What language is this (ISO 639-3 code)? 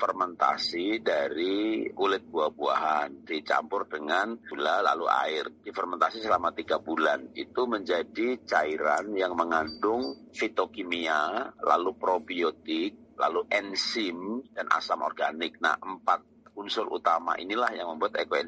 ind